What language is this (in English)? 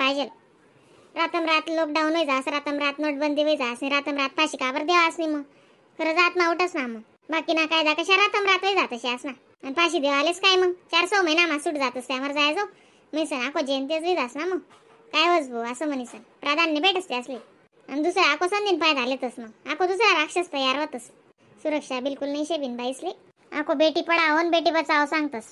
Khandesi